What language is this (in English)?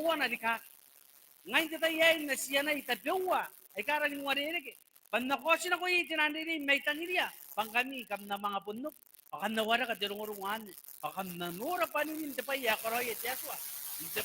Gilbertese